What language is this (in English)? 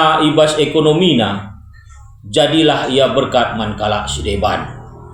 Batak Karo